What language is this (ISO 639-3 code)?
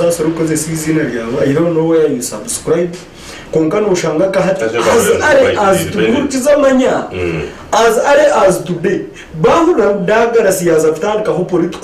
nyn